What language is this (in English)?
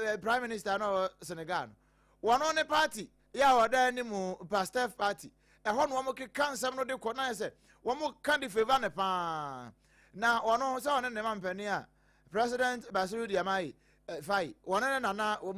Akan